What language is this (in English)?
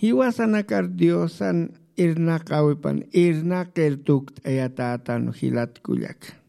Aymara